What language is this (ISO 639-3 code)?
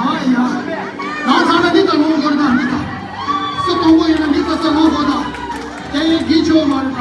bod